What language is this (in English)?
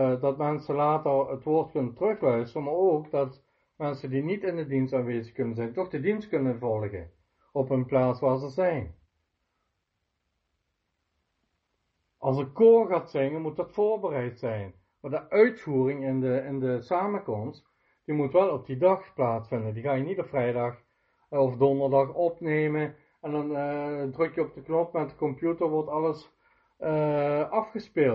Dutch